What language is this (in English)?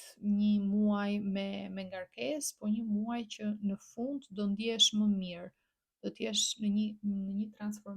Albanian